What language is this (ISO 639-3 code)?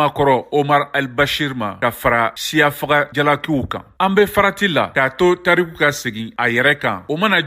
bam